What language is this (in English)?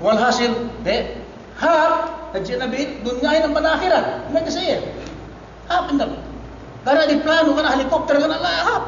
Yakan